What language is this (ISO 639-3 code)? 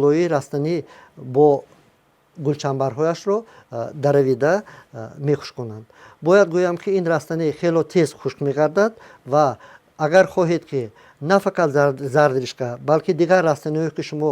tgk